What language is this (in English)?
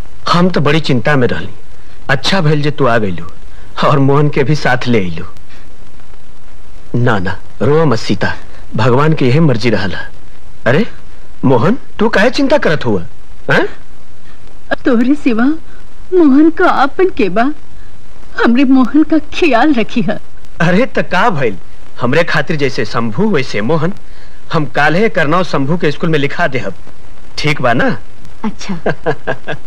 Bhojpuri